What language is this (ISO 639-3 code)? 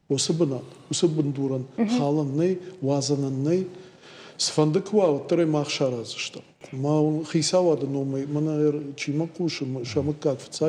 oss